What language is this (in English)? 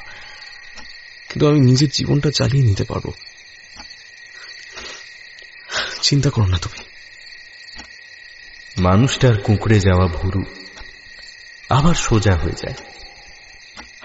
Bangla